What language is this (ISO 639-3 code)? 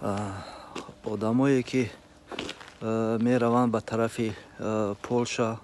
tgk